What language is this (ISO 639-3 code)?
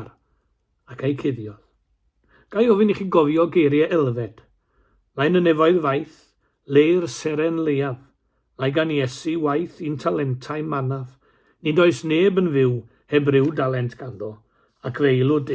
cym